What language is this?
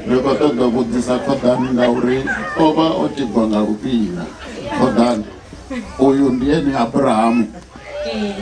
Venda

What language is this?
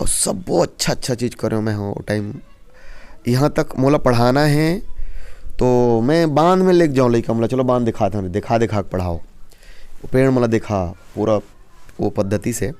Chhattisgarhi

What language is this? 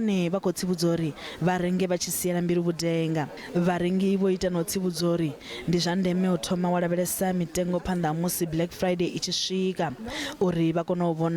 Venda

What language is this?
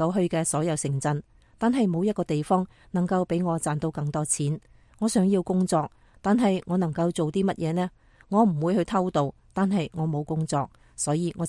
Cantonese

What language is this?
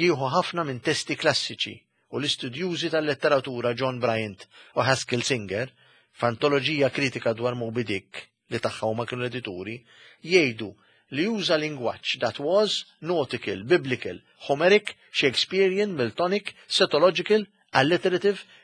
Maltese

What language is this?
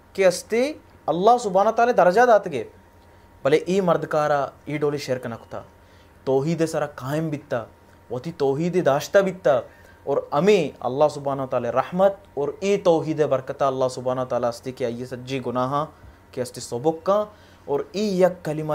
Baluchi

